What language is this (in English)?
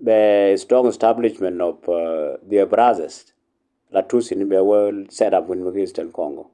Nuer